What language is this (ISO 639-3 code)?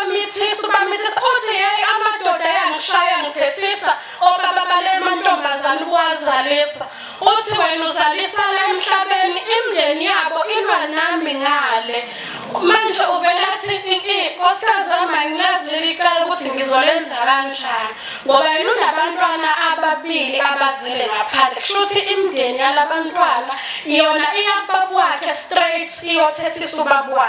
zul